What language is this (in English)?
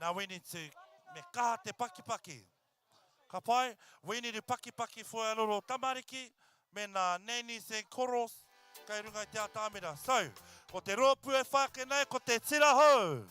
Māori